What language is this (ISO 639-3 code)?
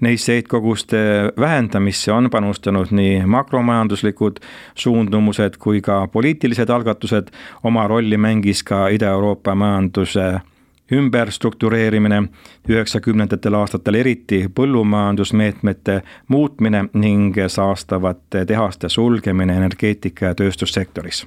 est